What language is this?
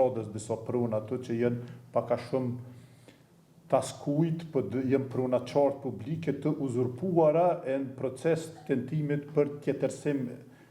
Albanian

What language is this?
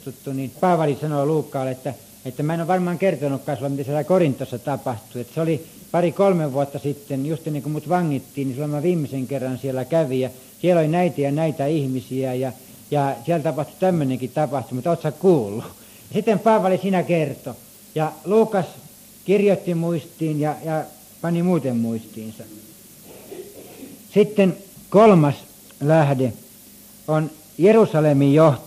Finnish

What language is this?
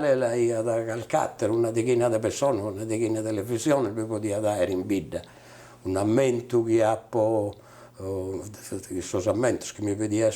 Sardinian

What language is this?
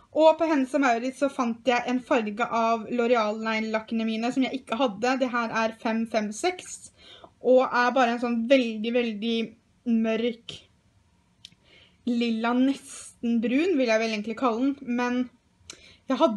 Norwegian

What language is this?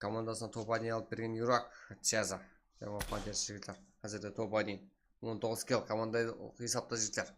Kara-Kalpak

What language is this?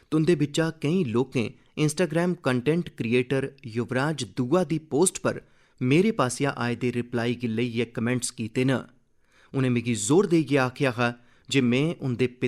Dogri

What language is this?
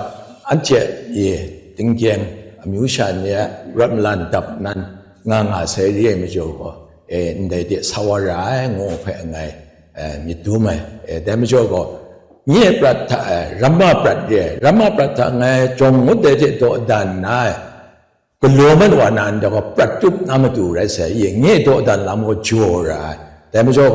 Kachin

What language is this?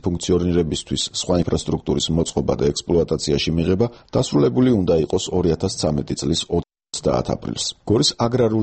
Georgian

